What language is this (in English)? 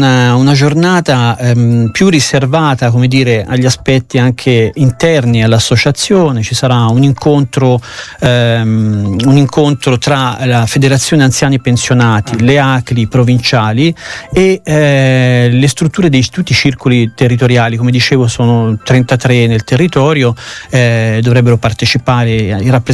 Italian